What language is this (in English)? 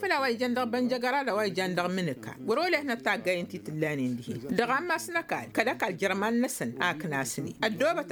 Tamasheq